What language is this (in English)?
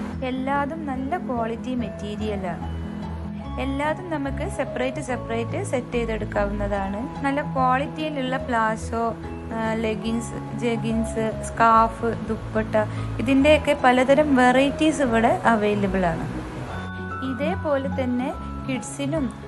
Malayalam